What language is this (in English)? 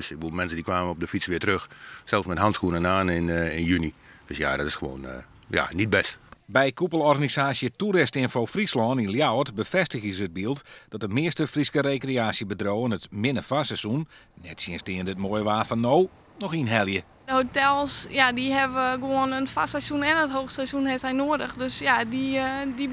Western Frisian